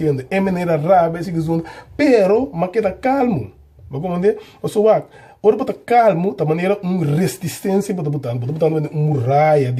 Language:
Papiamento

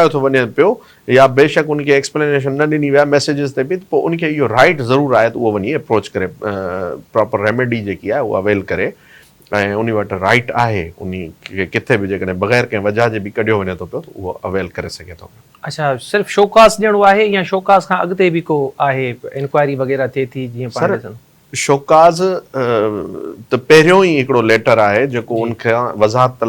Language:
Sindhi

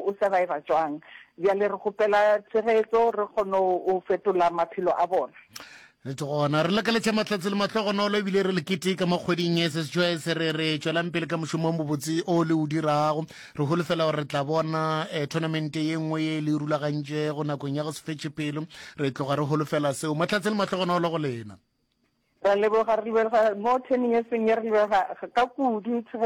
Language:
Northern Sotho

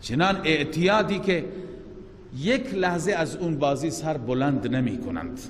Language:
Persian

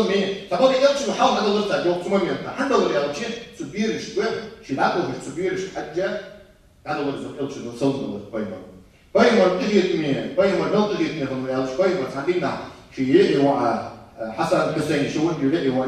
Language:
Ingush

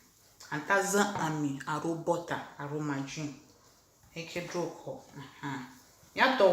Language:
Ewe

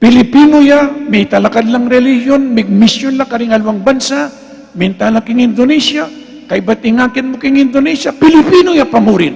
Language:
Pampanga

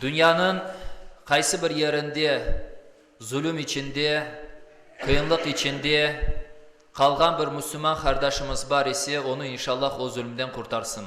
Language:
Crimean Tatar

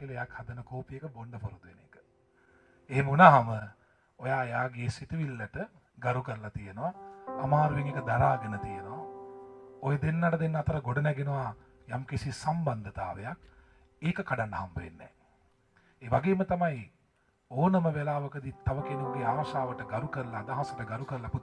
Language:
Sinhala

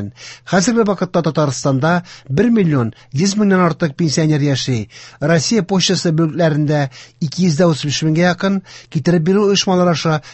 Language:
Tatar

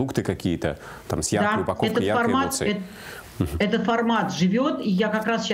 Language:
Russian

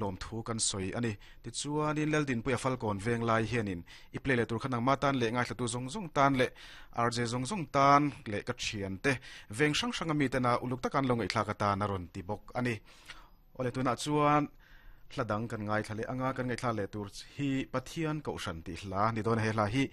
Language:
Mizo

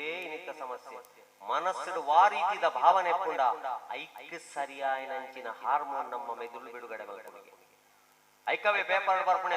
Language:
Tulu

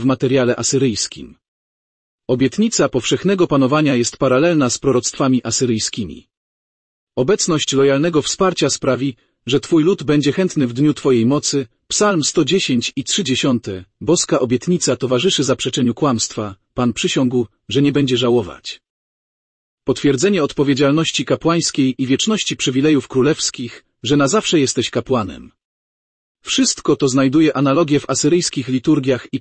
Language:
Polish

